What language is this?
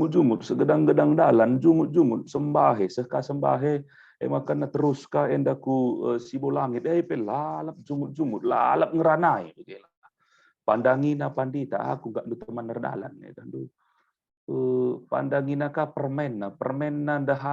Batak Karo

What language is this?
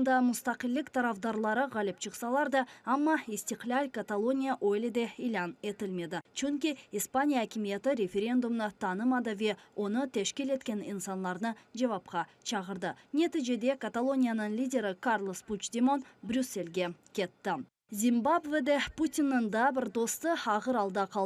Crimean Tatar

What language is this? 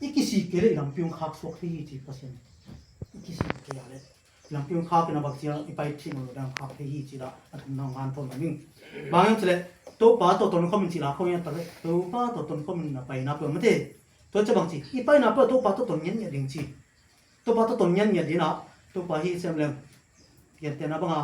Tedim Chin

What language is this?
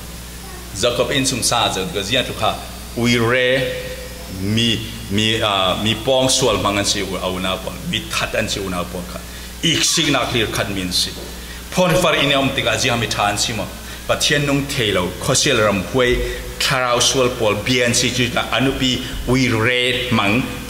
Falam Chin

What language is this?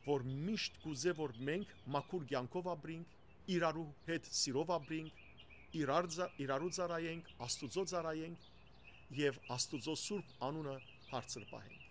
Western Armenian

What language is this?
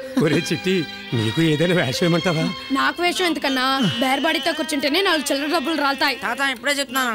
Telugu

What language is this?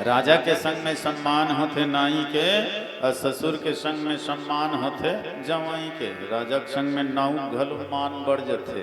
Chhattisgarhi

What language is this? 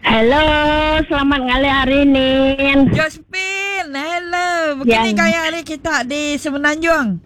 Iban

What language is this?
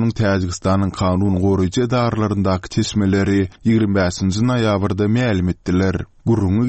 Turkmen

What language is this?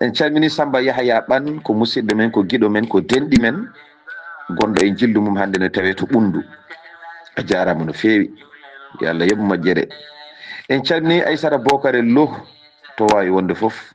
Fula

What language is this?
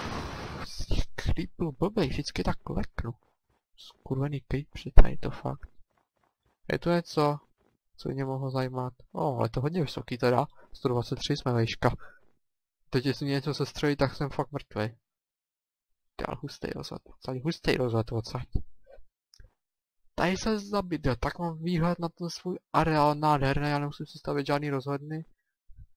Czech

